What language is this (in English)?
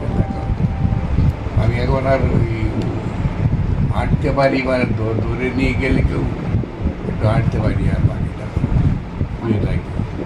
Bangla